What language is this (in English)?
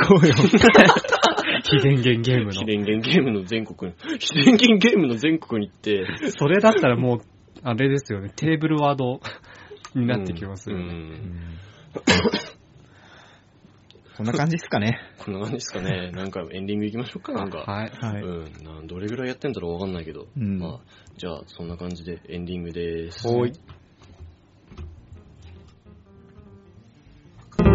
Japanese